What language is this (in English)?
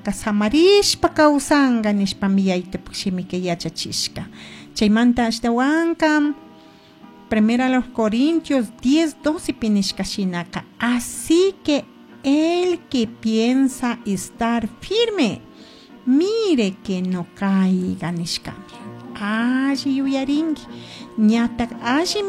Chimborazo Highland Quichua